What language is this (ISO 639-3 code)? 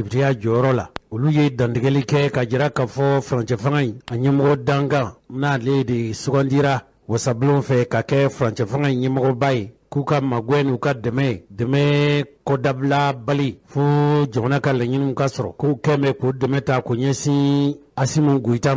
bam